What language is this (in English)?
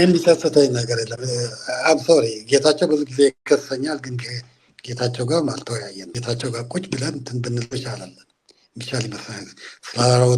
Amharic